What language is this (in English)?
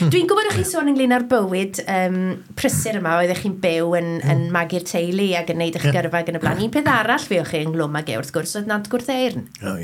Welsh